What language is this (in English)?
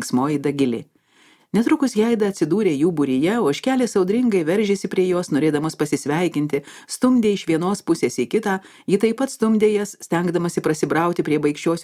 Lithuanian